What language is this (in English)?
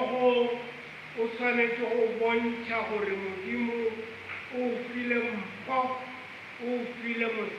Northern Sotho